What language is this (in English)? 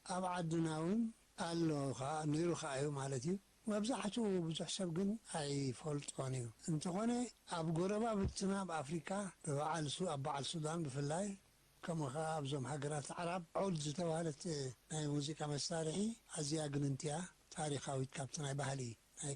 Tigrinya